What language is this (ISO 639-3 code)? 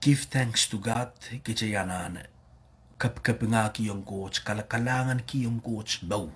pon